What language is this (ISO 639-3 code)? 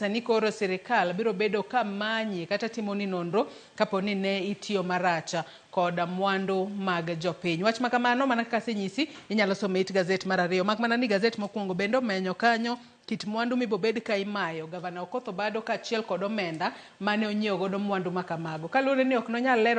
luo